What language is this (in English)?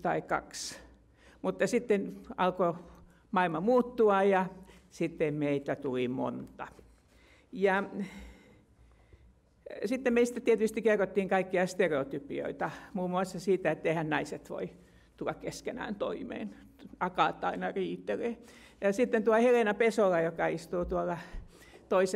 Finnish